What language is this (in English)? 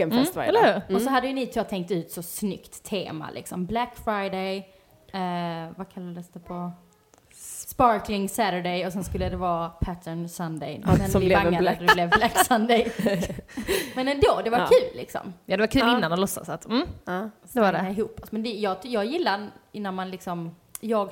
Swedish